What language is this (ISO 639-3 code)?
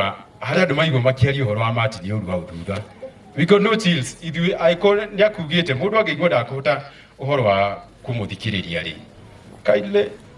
kik